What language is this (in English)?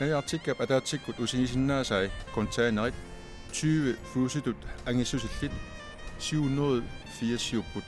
Kalaallisut